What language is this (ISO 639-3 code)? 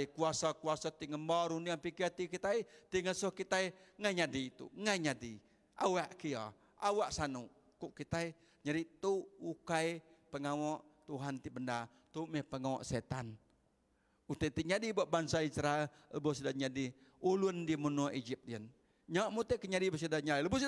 iba